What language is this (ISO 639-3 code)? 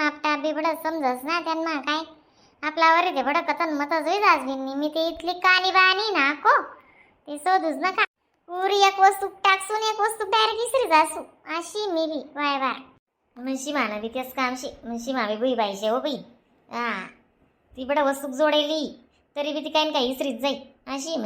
khn